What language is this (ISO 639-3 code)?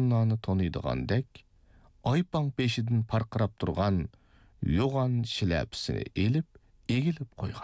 uig